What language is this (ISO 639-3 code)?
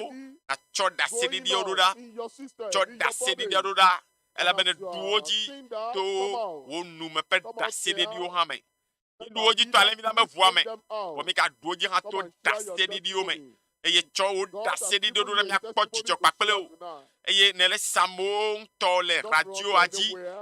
ewe